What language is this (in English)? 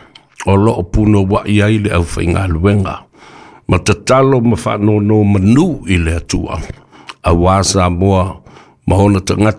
Samoan